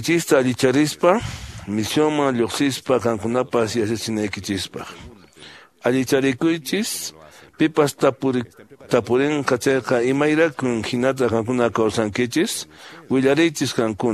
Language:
Quechua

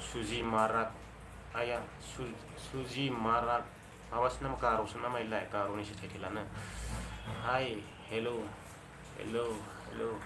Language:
Bodo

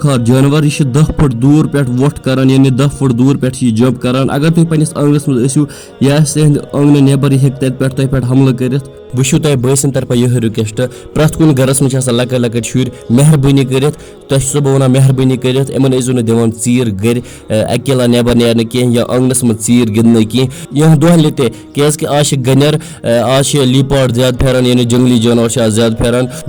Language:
Kashmiri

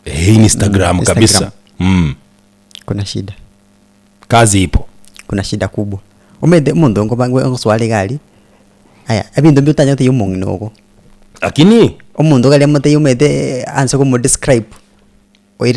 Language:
Gusii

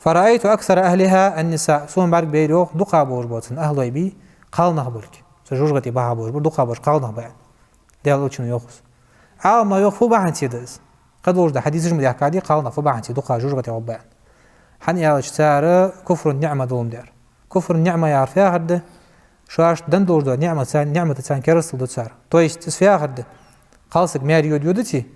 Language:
Ingush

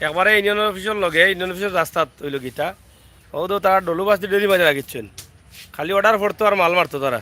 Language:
Sylheti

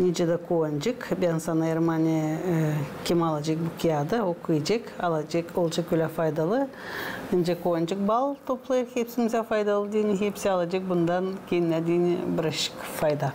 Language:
Gagauz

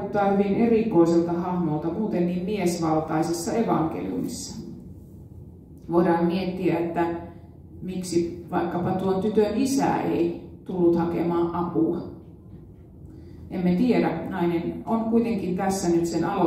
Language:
Finnish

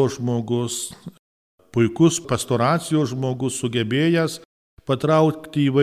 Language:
Lithuanian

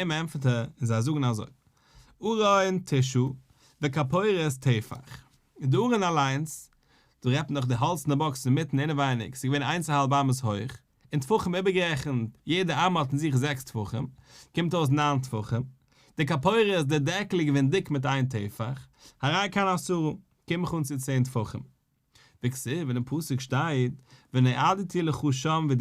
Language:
Yiddish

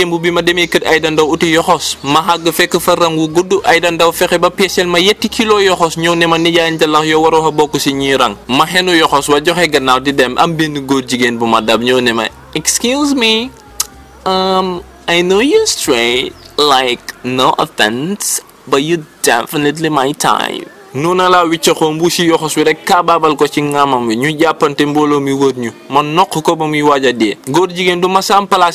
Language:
Wolof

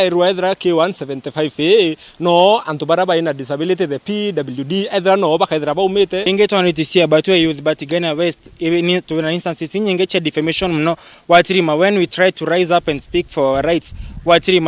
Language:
Meru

